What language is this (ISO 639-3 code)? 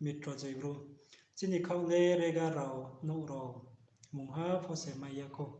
ria